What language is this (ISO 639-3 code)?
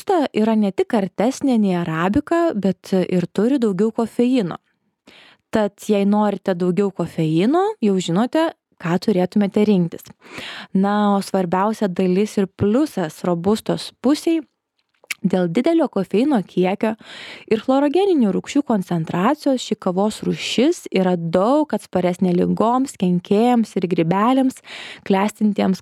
lit